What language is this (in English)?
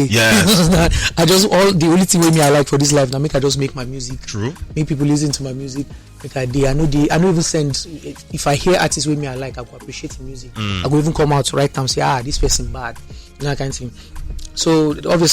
Nigerian Pidgin